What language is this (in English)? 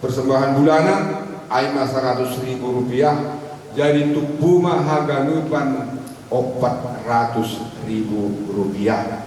Batak Simalungun